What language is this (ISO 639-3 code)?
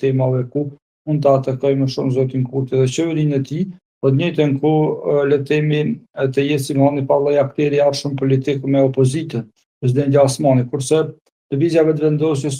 sqi